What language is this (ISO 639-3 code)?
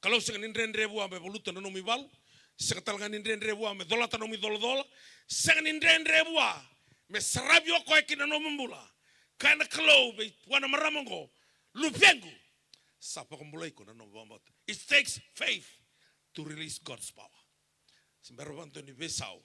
fij